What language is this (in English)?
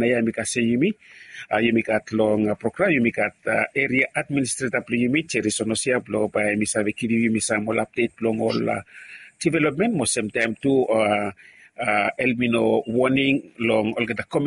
Bislama